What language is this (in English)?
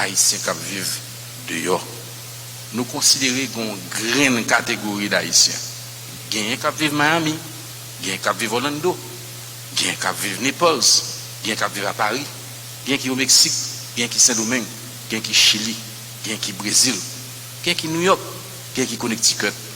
Haitian Creole